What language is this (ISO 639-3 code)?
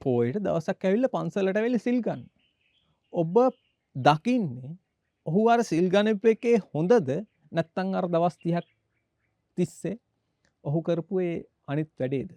sin